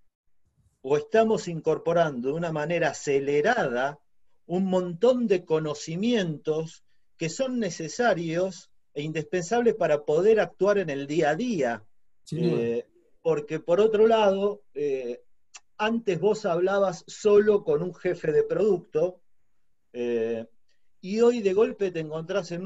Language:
Spanish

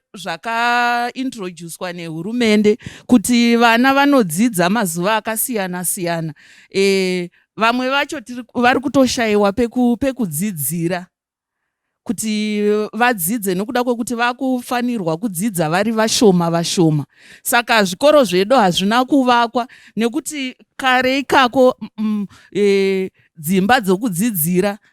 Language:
Shona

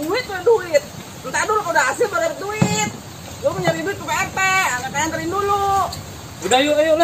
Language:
Betawi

